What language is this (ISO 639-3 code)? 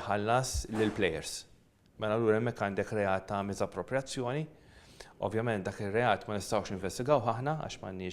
mlt